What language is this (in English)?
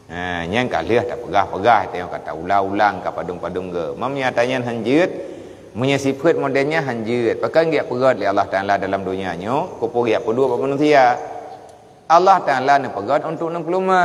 Achinese